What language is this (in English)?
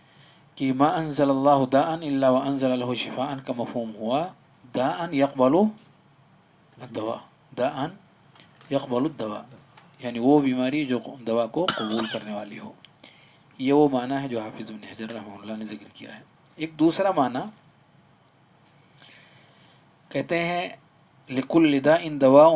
Urdu